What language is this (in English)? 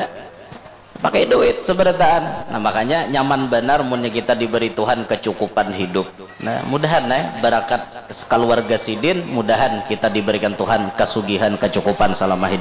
Banjar